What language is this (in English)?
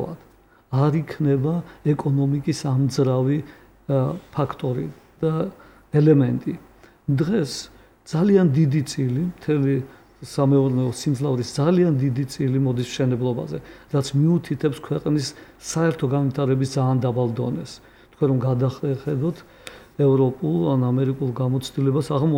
Georgian